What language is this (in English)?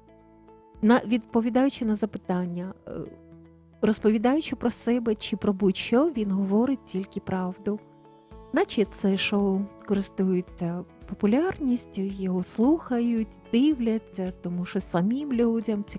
Ukrainian